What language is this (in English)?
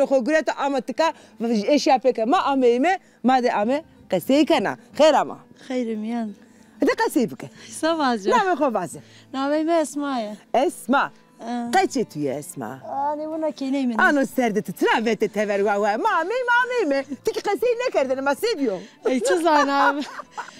Zaza